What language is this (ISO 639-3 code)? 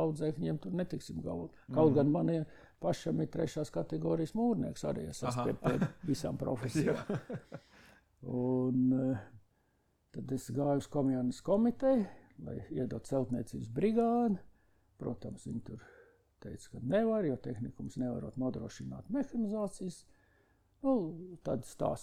lav